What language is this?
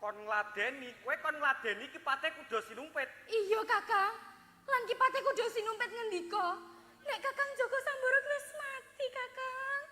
Javanese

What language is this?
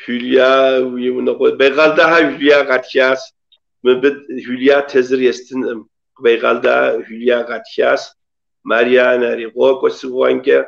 Kabardian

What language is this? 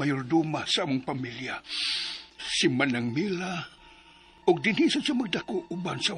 Cebuano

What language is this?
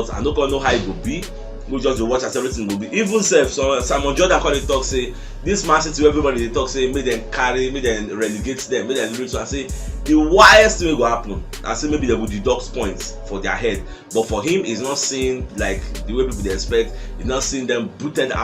Nigerian Pidgin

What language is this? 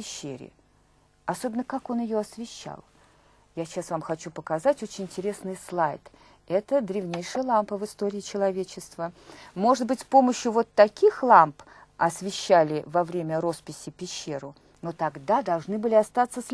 Russian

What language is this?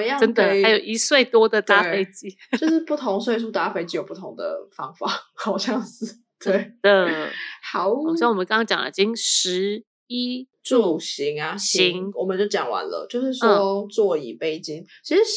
Chinese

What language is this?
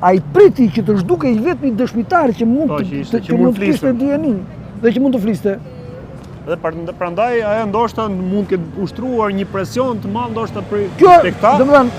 Albanian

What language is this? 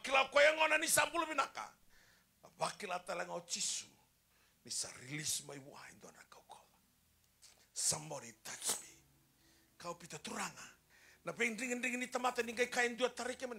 Fijian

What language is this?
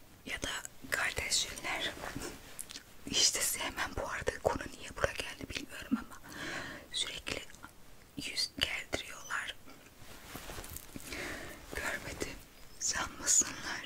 Turkish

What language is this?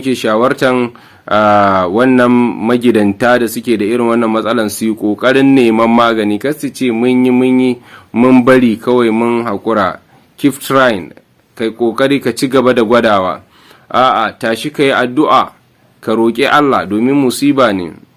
Hausa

